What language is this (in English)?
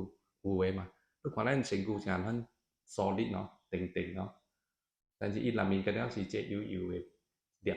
Min Nan Chinese